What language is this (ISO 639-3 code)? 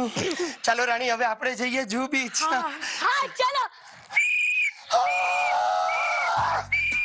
guj